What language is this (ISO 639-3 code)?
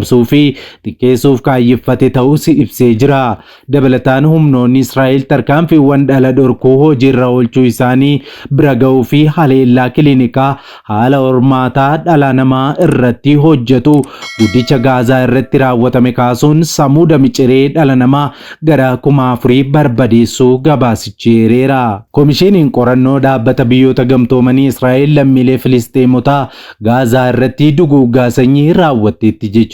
orm